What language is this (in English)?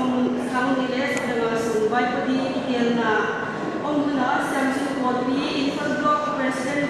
Paite Chin